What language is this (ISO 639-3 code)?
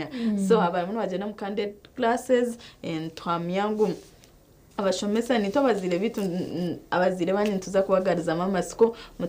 nyn